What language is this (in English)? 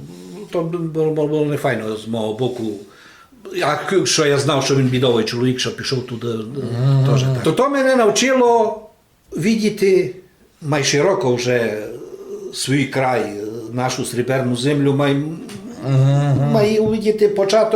Rusyn